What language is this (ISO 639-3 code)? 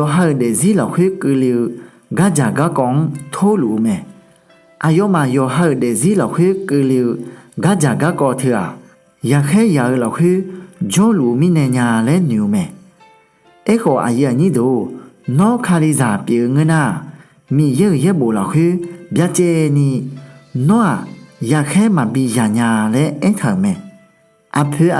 ahk